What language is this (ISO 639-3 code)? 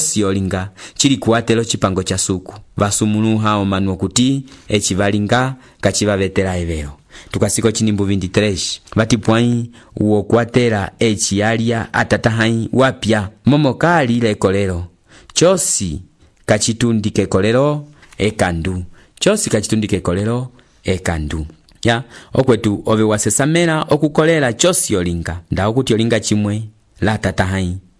umb